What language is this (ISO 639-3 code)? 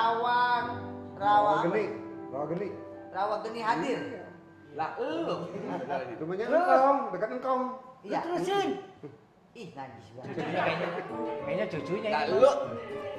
bew